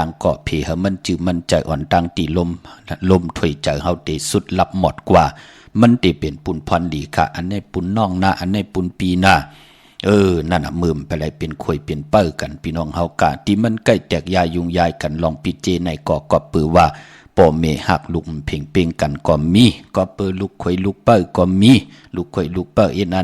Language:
Shan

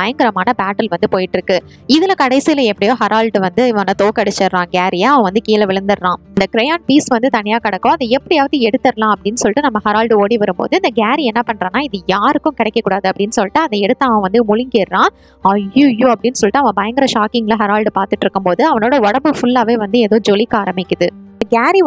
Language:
Tamil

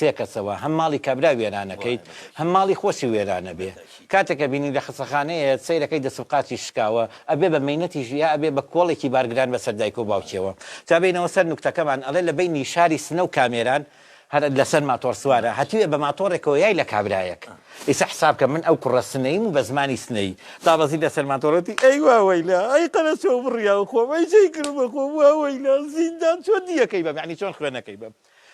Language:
Central Kurdish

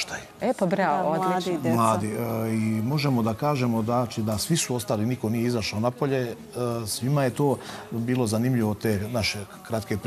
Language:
Serbian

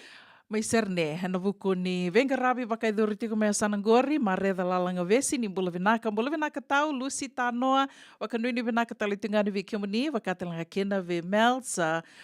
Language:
Fijian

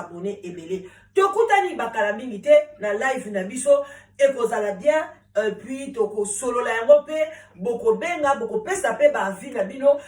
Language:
Lingala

